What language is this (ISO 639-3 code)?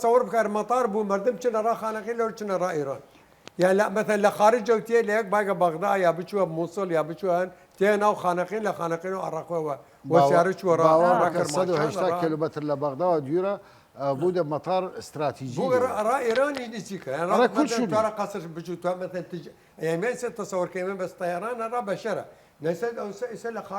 sdh